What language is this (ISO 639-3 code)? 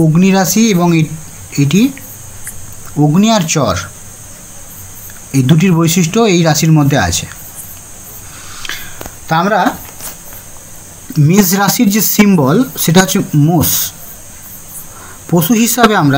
ben